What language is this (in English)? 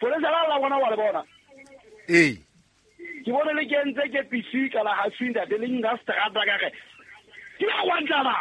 Southern Sotho